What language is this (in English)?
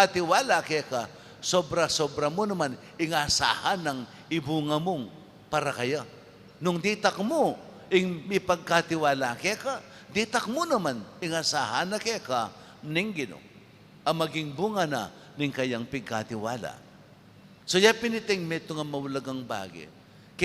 Pampanga